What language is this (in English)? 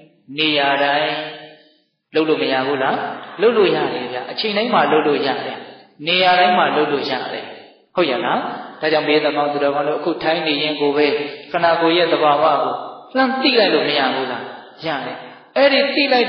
Burmese